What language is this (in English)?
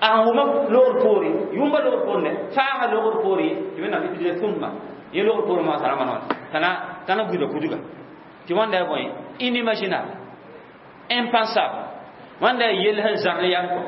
Mossi